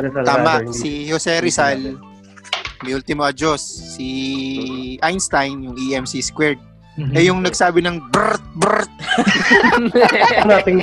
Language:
Filipino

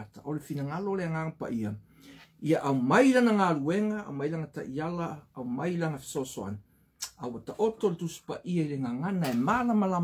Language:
Samoan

